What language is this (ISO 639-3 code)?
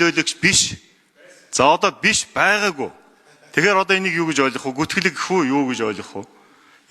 mon